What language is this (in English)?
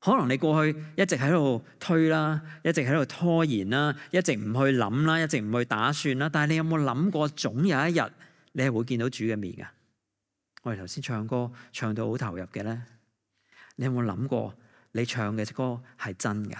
Cantonese